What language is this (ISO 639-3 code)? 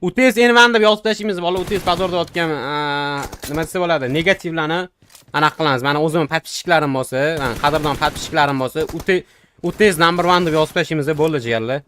uzb